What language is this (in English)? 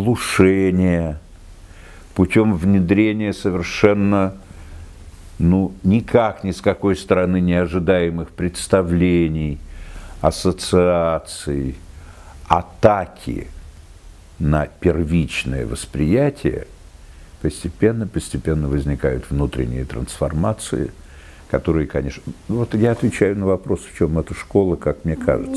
Russian